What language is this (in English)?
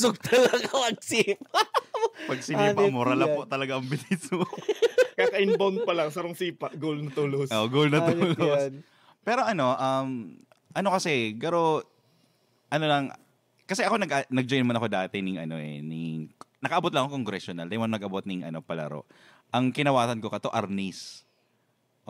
Bikol